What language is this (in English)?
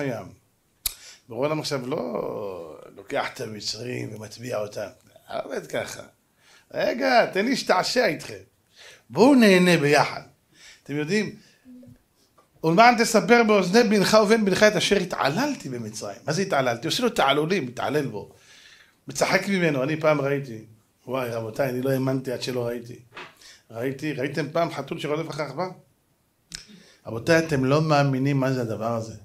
Hebrew